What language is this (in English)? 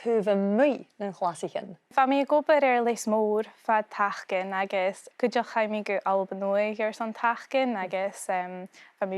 Scottish Gaelic